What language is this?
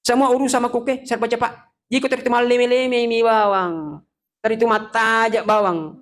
Buginese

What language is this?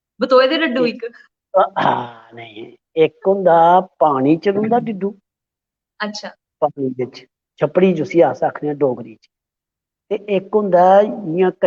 Dogri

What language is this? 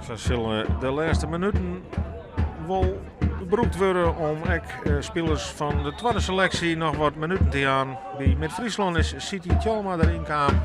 Western Frisian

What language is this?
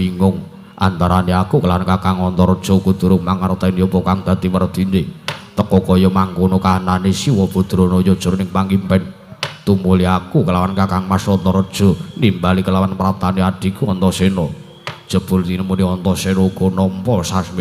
Javanese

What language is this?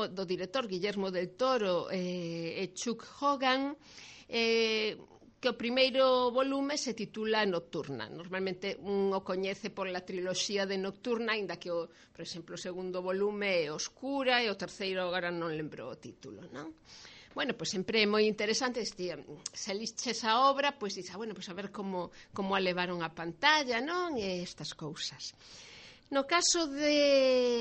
Galician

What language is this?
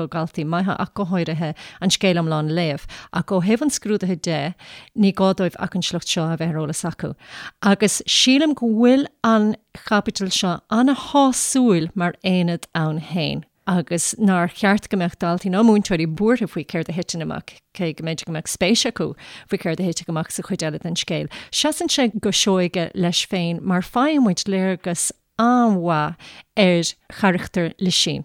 Irish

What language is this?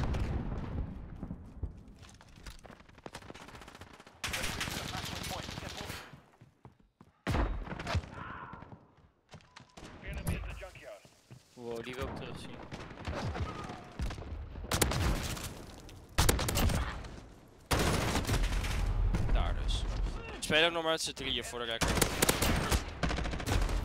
Dutch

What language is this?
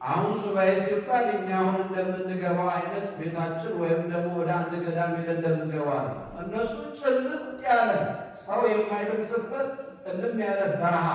Amharic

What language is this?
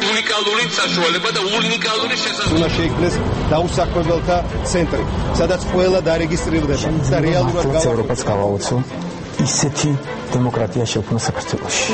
Georgian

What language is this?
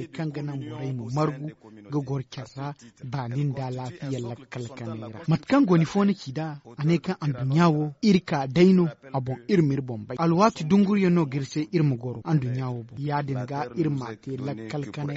Zarma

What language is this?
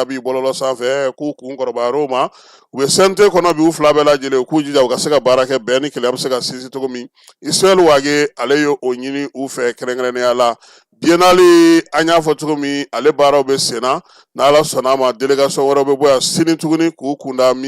Bambara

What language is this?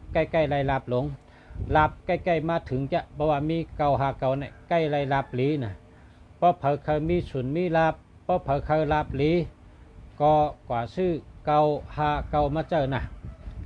Shan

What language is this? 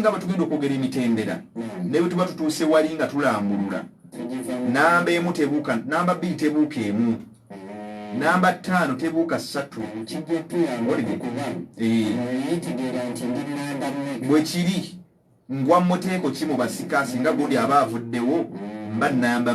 Ganda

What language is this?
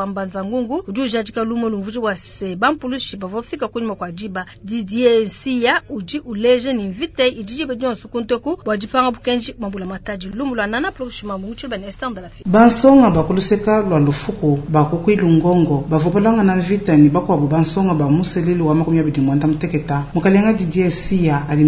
Luba-Lulua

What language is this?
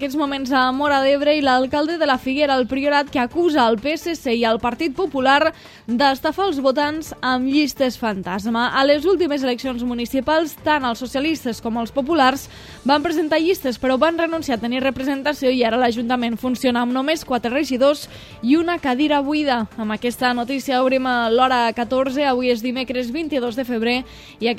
Catalan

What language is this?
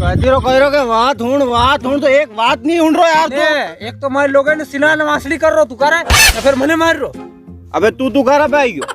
Rajasthani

